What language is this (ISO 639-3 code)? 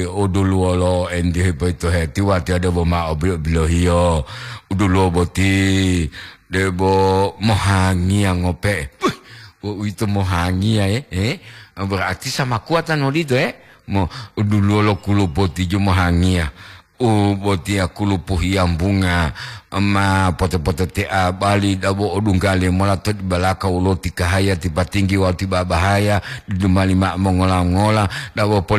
gor